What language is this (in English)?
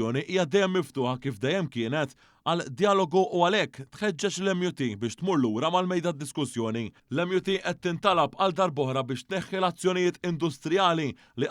Maltese